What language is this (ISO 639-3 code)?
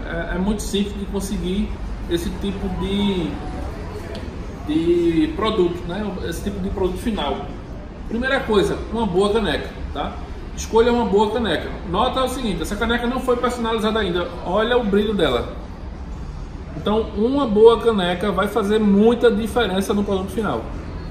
por